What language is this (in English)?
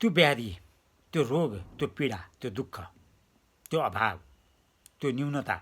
Nepali